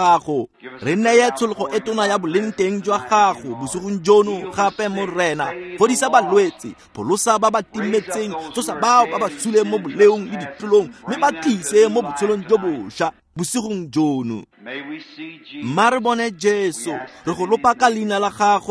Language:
Tswana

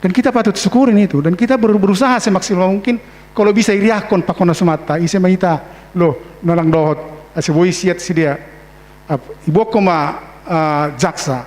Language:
Batak Simalungun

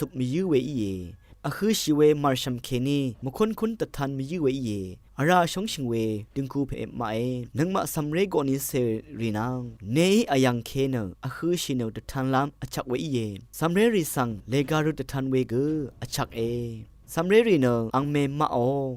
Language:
Rawang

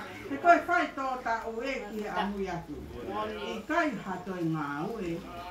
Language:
Tongan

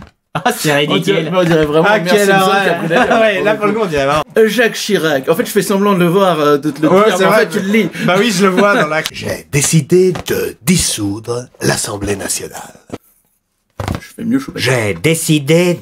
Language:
French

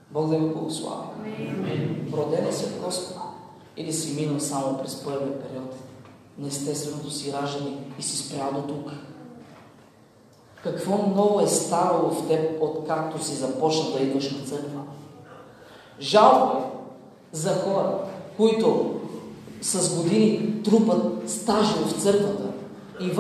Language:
Bulgarian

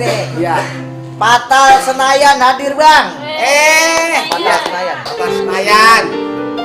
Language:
Betawi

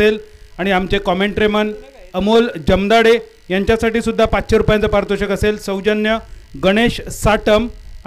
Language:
Marathi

